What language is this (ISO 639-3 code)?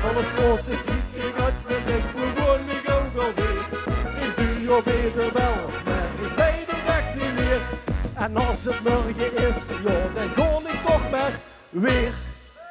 lim